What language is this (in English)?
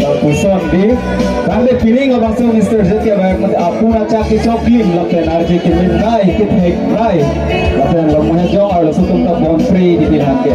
Karbi